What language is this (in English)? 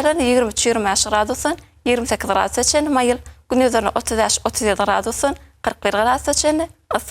Turkmen